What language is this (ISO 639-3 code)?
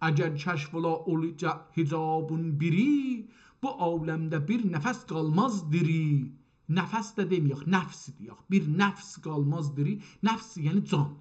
azb